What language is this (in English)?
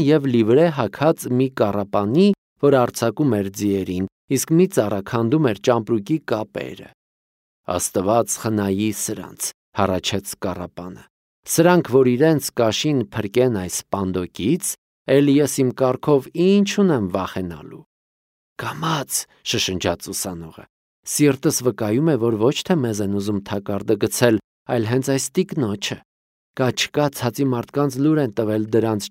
Armenian